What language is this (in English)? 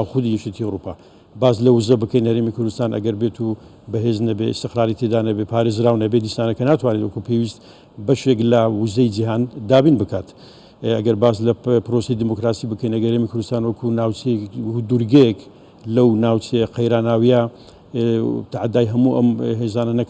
Central Kurdish